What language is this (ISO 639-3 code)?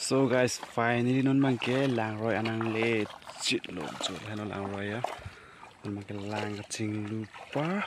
mjw